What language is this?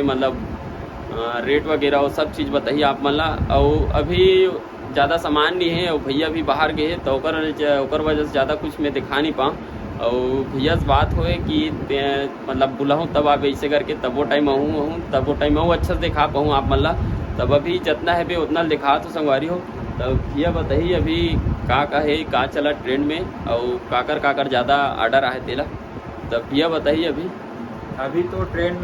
Chhattisgarhi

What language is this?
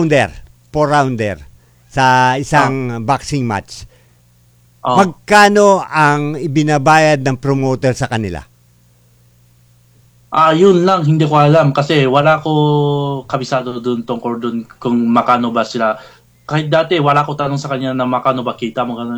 Filipino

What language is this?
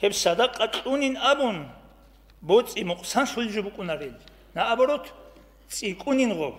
Avaric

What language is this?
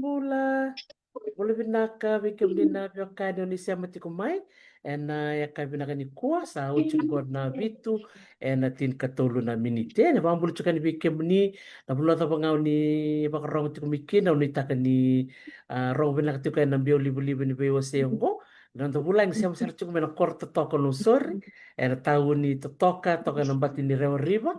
Fijian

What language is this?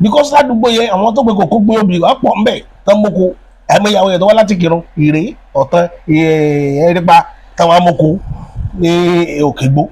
Yoruba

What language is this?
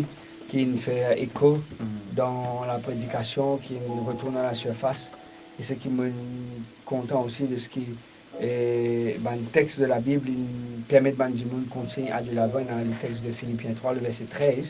Morisyen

